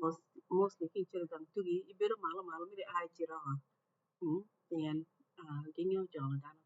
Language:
Acoli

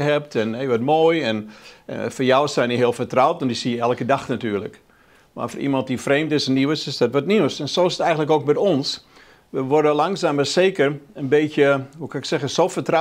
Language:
Dutch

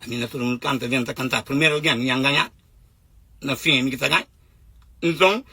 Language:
Kabuverdianu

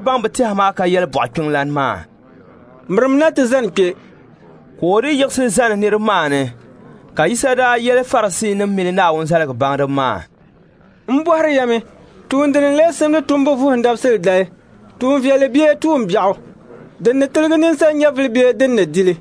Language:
Dagbani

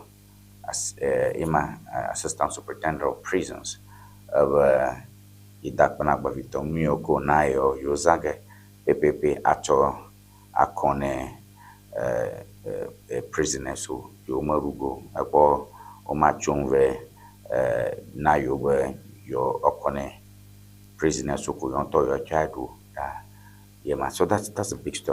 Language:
Ewe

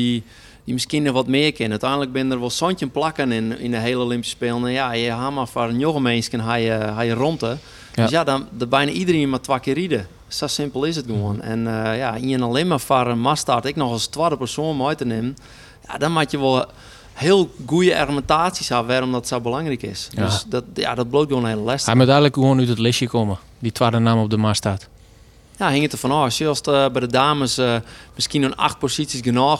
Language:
Western Frisian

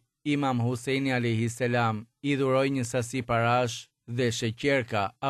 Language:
Albanian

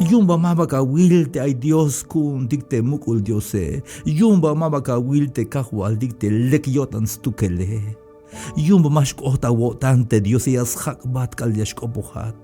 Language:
Tzeltal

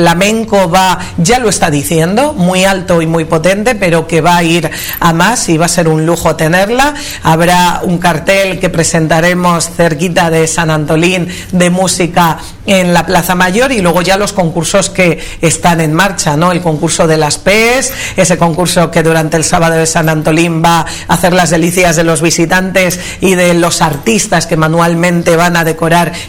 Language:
Spanish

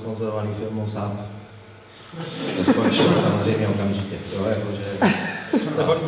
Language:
Czech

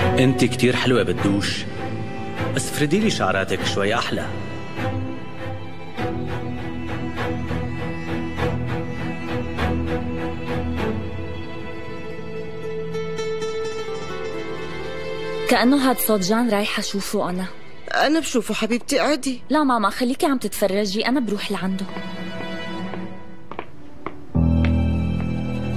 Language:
North Levantine Arabic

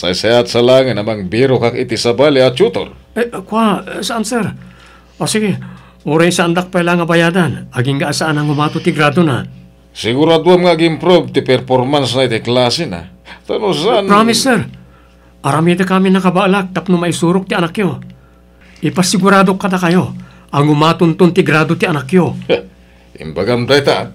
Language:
Iloko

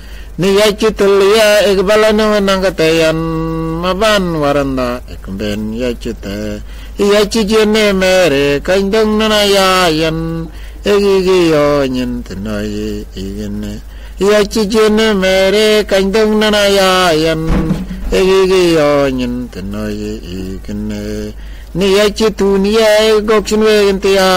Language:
Mabaan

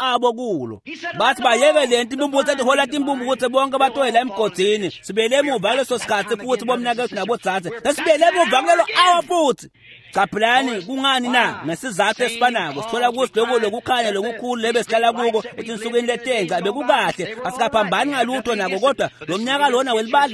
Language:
Swati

